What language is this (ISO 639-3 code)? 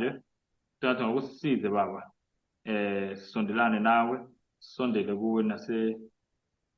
zul